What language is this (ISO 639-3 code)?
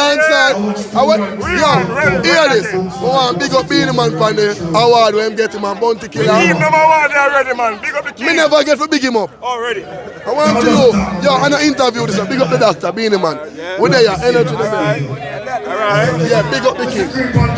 jam